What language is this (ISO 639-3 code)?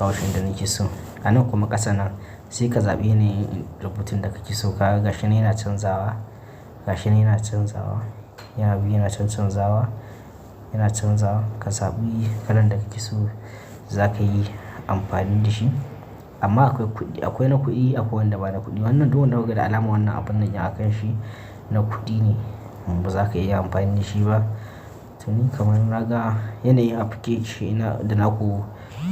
hau